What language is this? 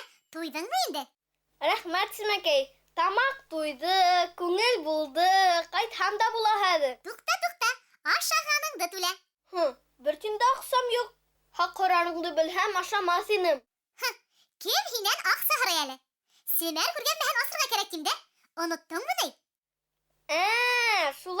Bashkir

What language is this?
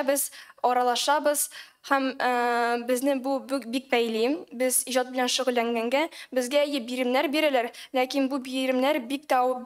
Tatar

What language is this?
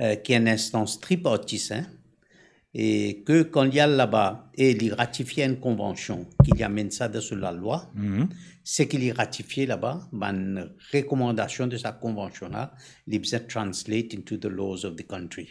Morisyen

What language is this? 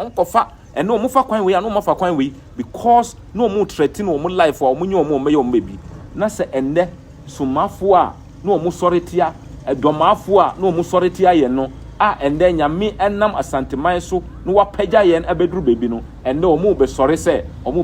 Akan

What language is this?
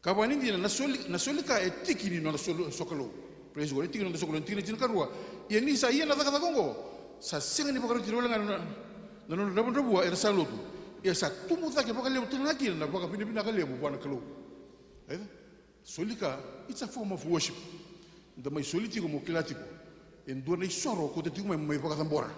Fijian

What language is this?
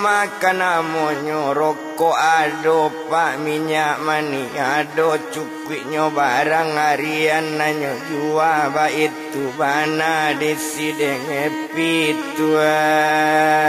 Minangkabau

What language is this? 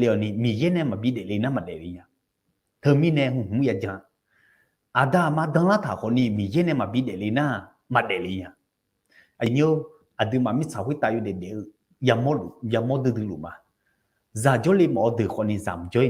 Akha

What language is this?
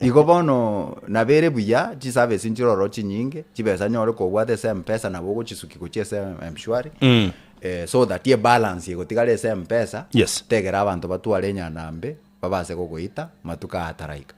Gusii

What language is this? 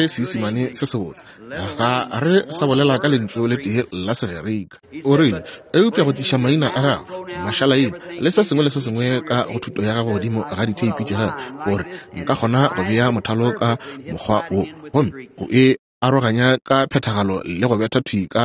Northern Sotho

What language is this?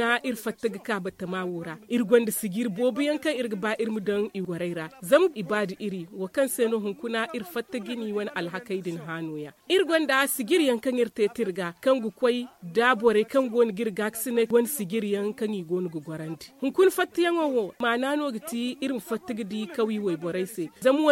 Zarma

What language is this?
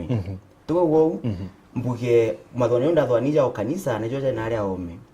Meru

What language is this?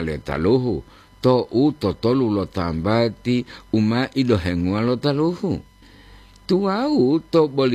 Gorontalo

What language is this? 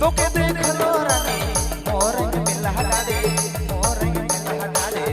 Sadri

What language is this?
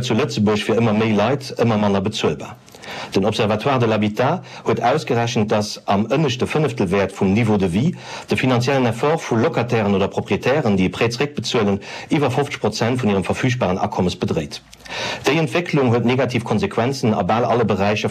Luxembourgish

